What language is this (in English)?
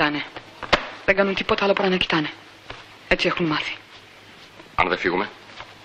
Greek